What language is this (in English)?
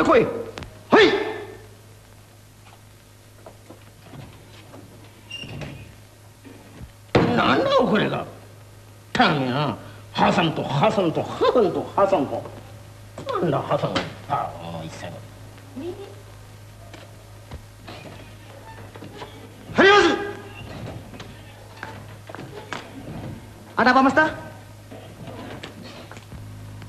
Malay